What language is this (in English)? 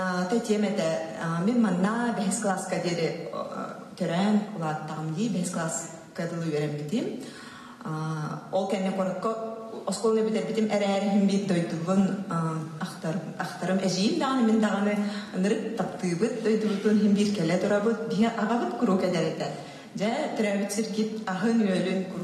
Yakut